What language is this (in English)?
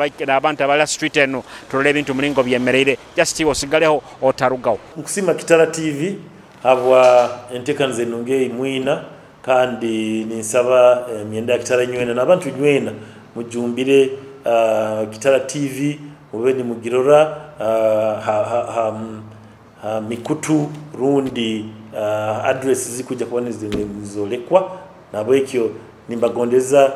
Nyoro